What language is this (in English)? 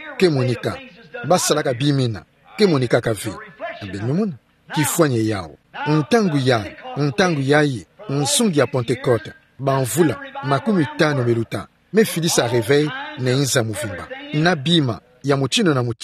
Kituba (Democratic Republic of Congo)